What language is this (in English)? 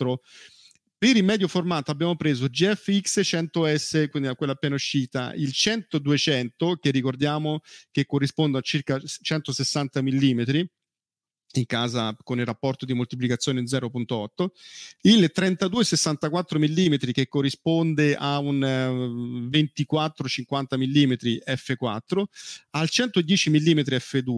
Italian